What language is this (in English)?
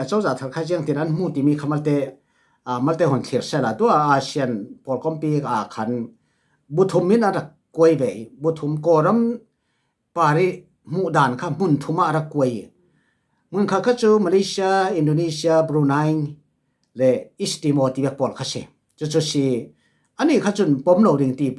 Falam Chin